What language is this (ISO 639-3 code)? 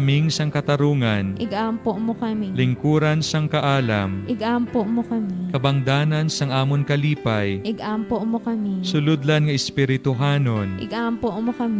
hil